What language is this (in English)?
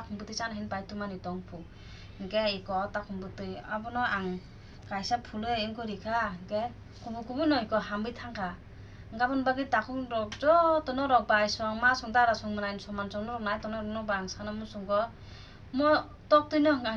Kok Borok